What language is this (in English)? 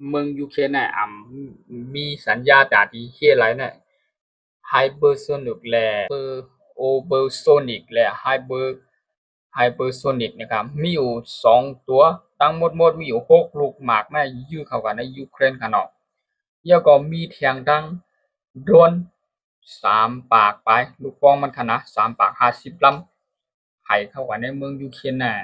Shan